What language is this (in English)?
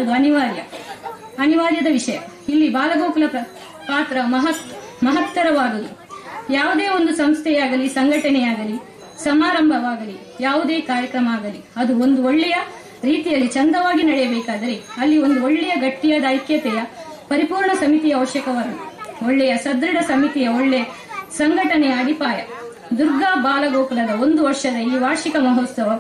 Kannada